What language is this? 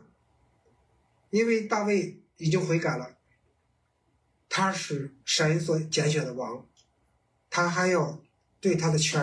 Chinese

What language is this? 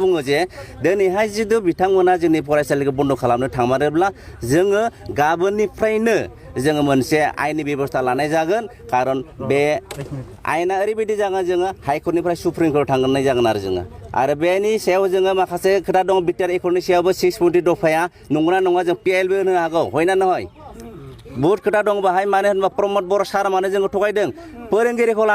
Bodo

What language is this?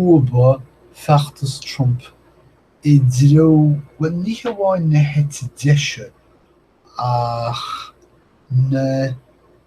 Irish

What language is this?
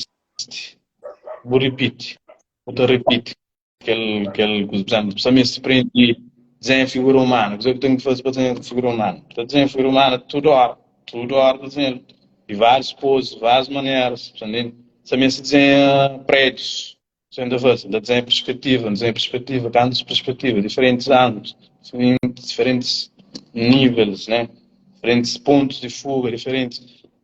Kabuverdianu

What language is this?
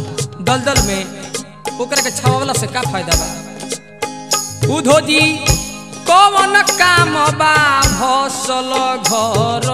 Bhojpuri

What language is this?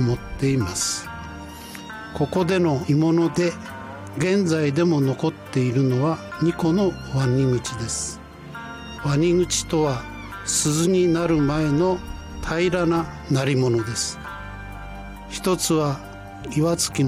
Japanese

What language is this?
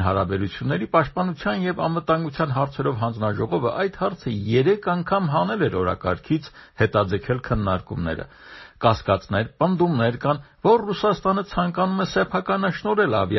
Armenian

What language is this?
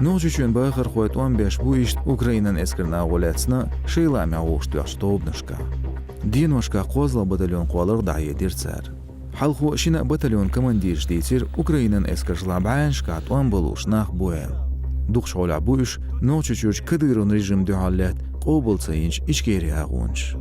Chechen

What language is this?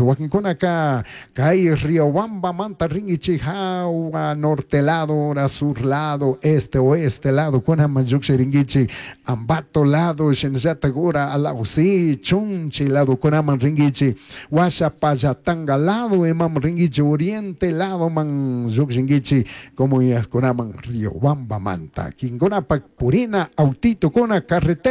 Chimborazo Highland Quichua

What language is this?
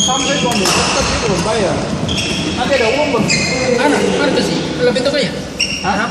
Ambonese Malay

